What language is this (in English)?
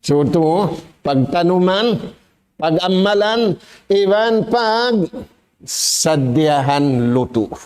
Tausug